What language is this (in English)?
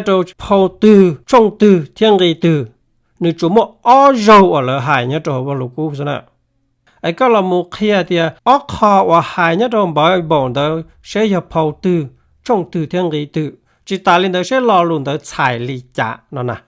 Hmong